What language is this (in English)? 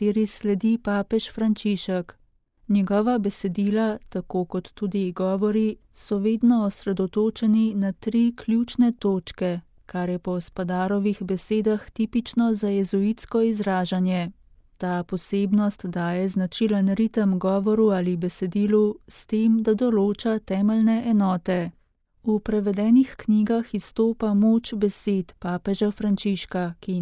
Slovenian